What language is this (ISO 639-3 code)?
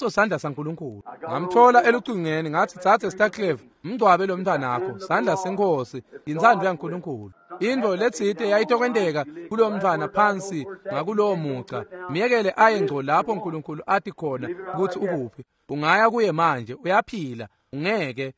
ssw